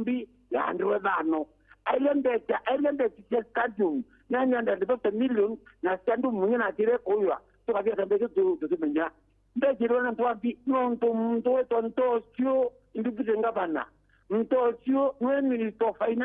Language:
Meru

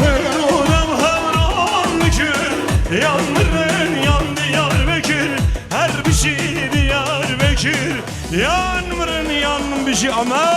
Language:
Kurdish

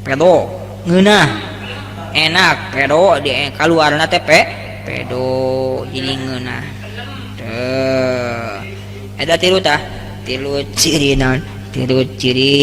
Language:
Sundanese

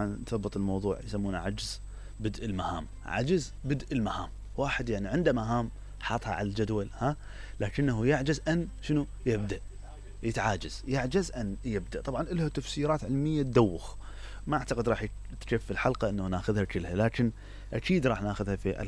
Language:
Mesopotamian Arabic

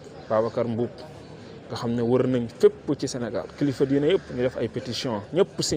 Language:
Wolof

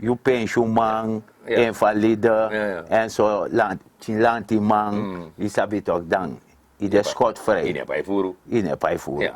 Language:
Sranan Tongo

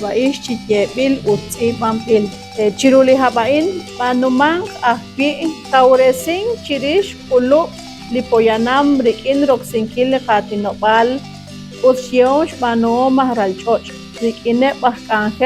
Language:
Kekchí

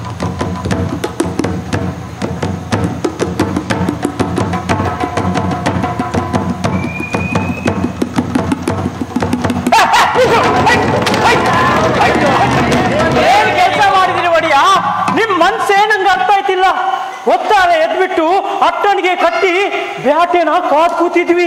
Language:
Kannada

